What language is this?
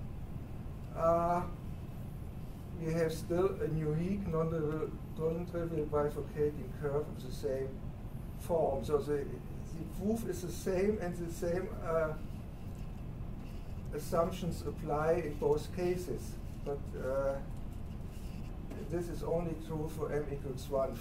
English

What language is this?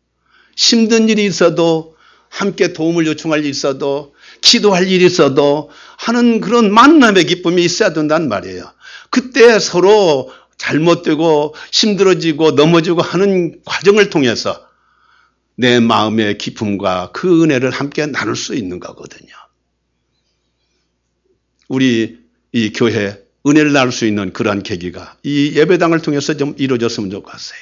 Korean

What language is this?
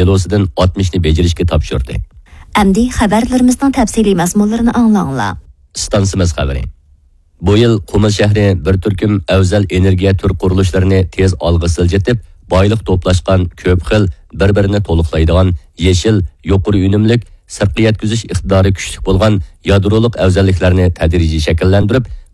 Uyghur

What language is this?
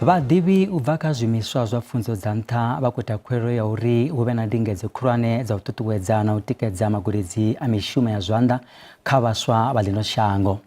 Venda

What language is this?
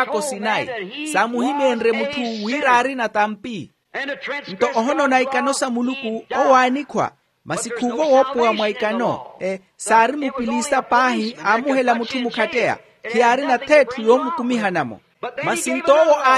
Makhuwa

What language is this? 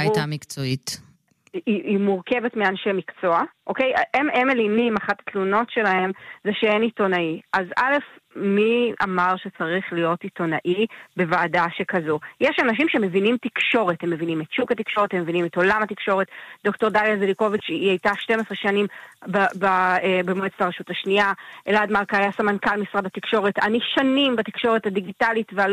Hebrew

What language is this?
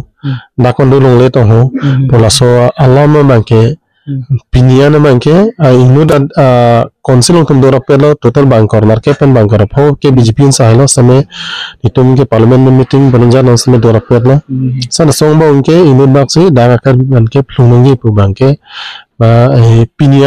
Karbi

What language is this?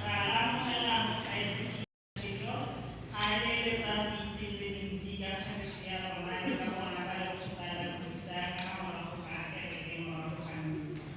Tswana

